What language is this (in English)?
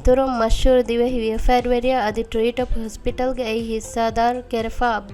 Divehi